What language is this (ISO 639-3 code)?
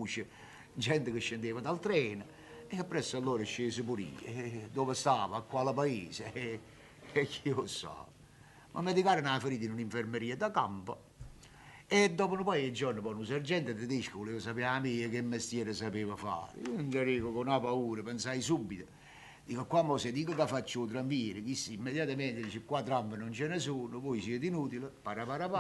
nap